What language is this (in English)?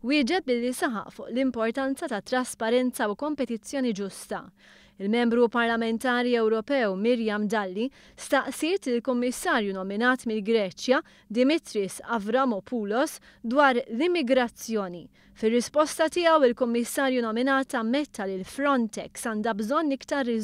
Maltese